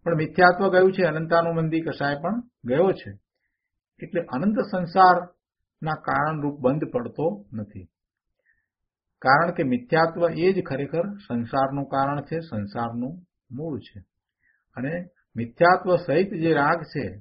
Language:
Gujarati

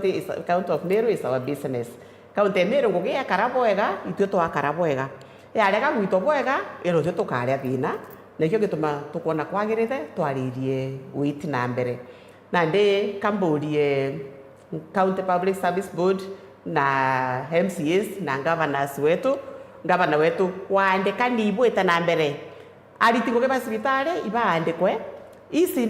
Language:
Meru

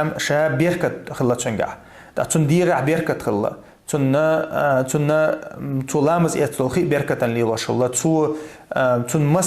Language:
Chechen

